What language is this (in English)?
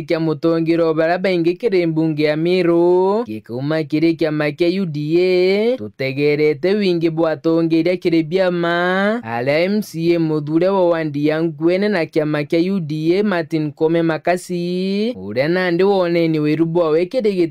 Meru